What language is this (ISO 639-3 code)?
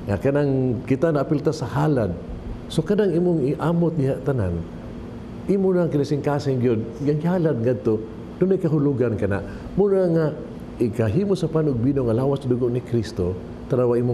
ceb